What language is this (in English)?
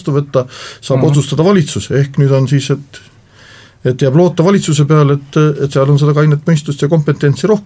Estonian